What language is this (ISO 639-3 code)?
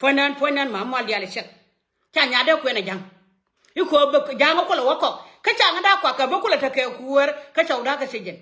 nus